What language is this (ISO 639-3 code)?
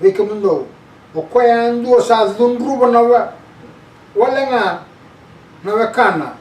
fij